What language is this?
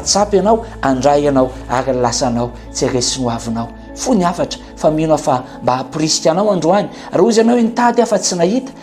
Malagasy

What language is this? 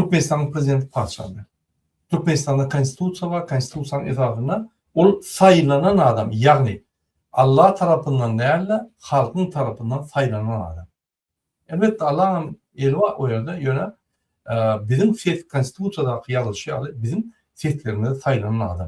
Turkmen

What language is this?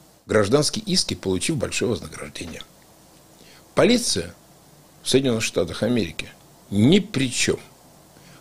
Russian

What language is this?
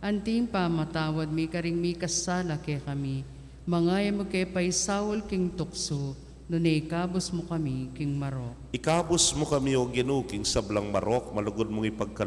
Pampanga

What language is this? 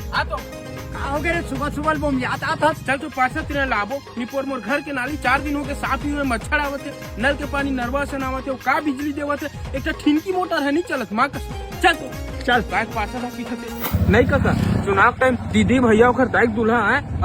Chhattisgarhi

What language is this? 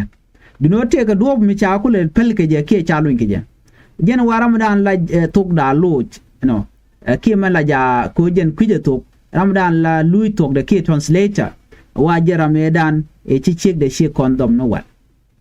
Nuer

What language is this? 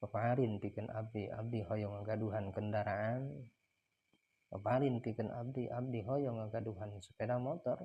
Sundanese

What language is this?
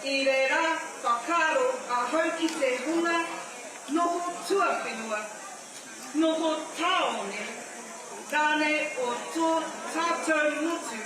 Māori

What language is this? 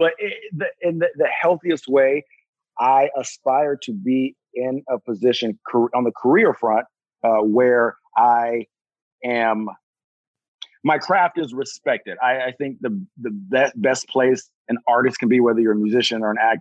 English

